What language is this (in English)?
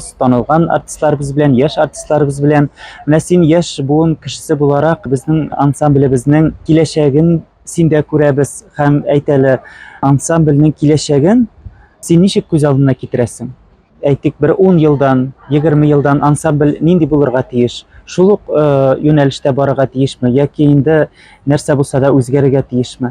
Tatar